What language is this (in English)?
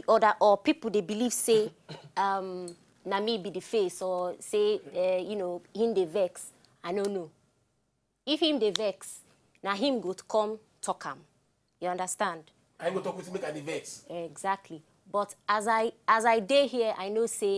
Nigerian Pidgin